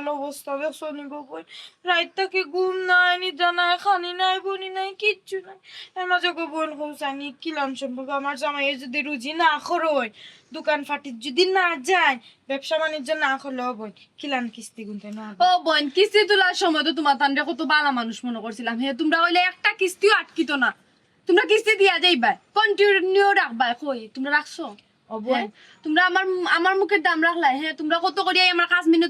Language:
Sylheti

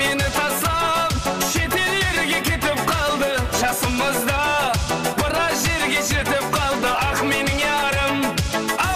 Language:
Kara-Kalpak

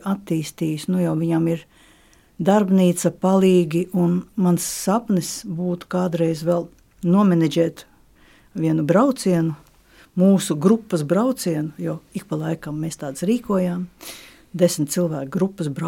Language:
Latvian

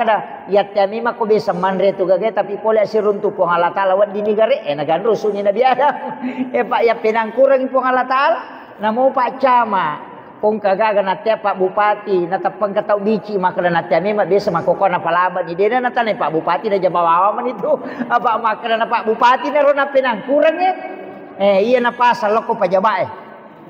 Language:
Buginese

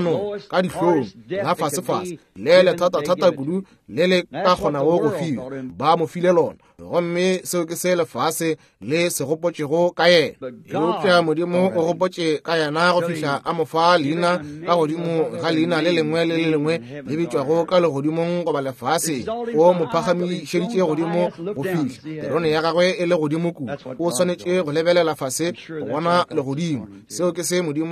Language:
Northern Sotho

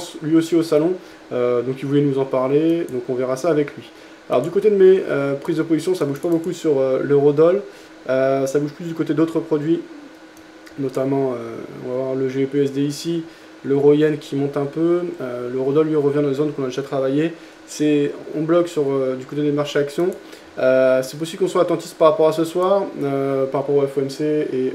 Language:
French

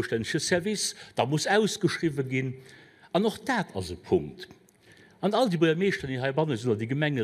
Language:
Luxembourgish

